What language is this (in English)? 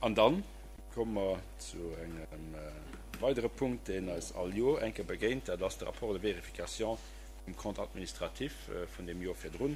Luxembourgish